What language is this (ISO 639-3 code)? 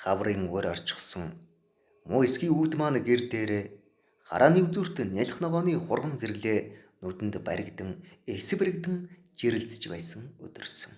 mon